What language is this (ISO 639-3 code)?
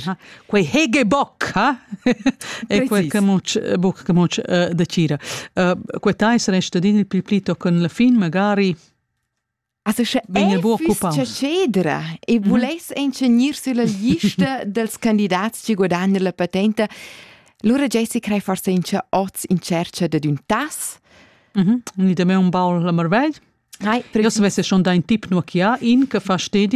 roh